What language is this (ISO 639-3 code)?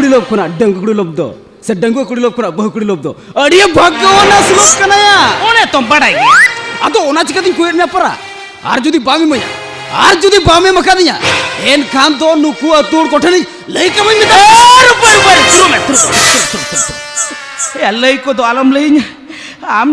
sat